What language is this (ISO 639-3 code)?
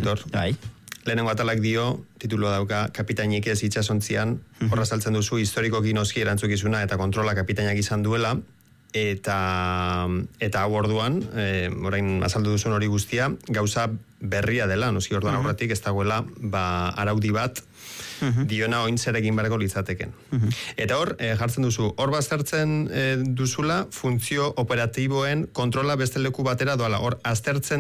eus